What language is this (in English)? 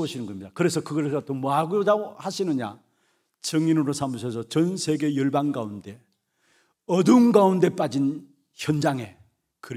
Korean